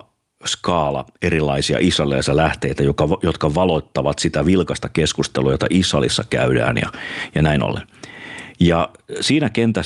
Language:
Finnish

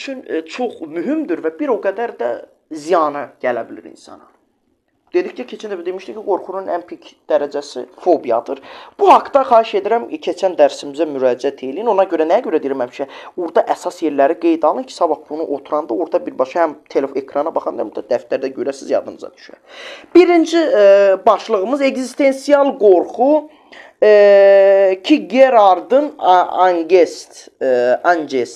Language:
Azerbaijani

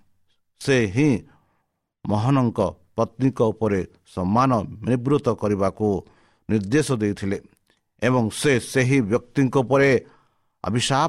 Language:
Odia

